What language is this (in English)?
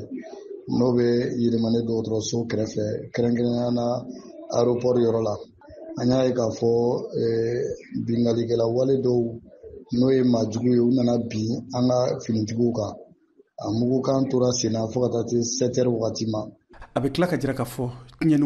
Bambara